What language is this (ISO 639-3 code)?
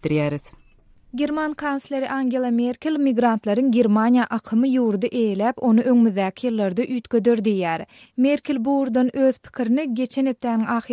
tuk